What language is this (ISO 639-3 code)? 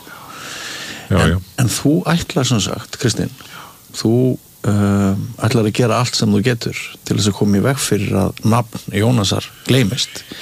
isl